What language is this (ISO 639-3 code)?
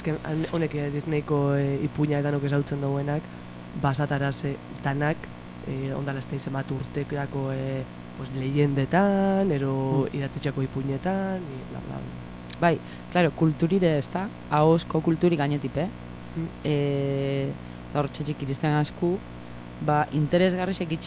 eus